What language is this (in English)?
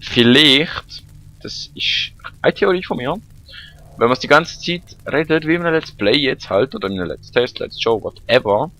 Swiss German